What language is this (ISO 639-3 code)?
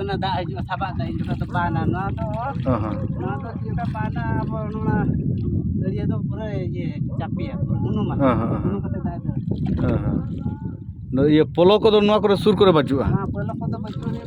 sat